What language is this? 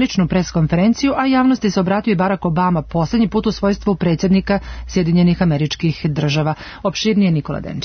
Serbian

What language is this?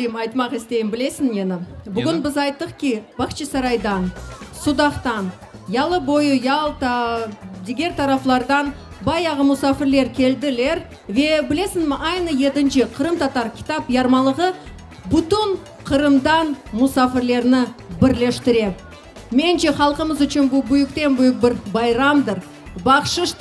Crimean Tatar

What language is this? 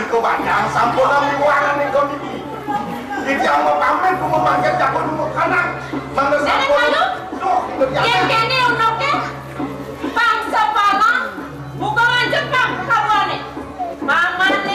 Balinese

